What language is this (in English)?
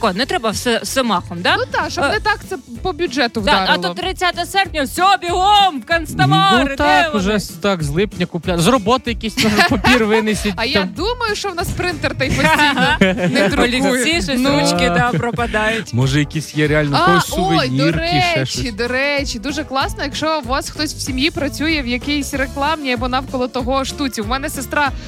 Ukrainian